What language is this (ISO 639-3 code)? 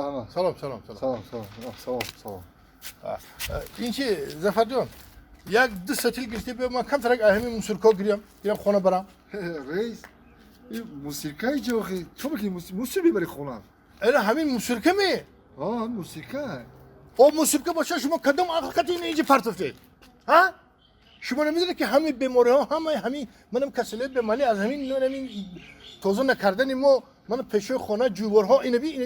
tgk